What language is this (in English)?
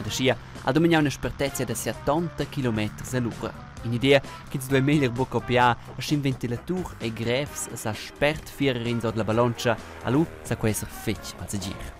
Romansh